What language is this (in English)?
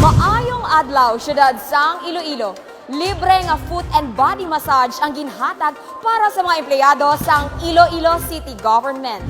Hiligaynon